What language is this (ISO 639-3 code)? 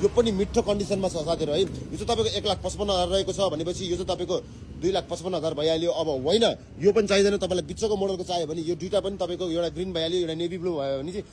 nep